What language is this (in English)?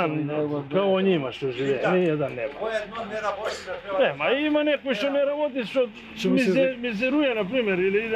Macedonian